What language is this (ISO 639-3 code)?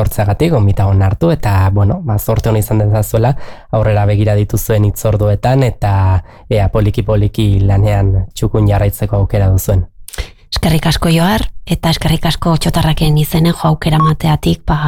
eus